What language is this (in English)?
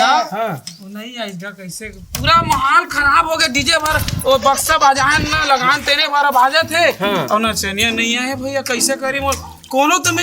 Chhattisgarhi